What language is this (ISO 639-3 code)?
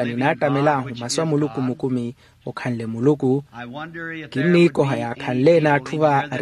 vmw